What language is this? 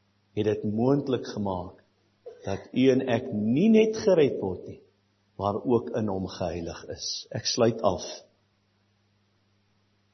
Afrikaans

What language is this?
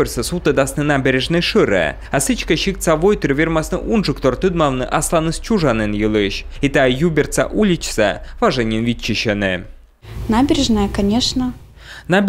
Komi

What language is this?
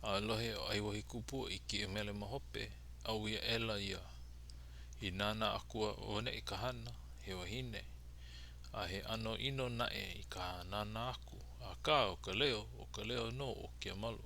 Hawaiian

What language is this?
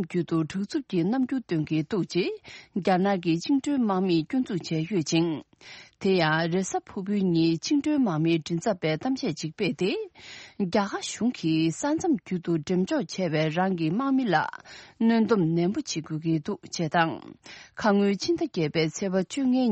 Tibetan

